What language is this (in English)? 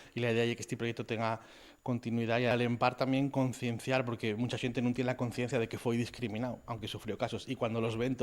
Asturian